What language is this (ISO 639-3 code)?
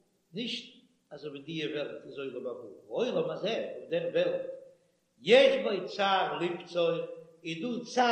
yid